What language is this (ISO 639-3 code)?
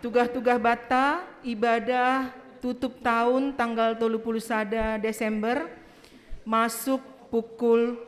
bts